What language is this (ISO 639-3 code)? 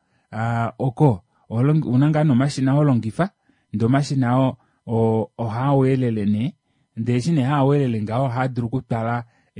kua